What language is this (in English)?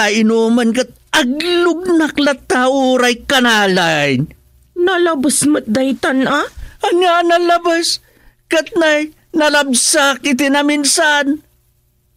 Iloko